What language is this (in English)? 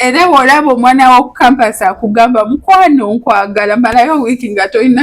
Ganda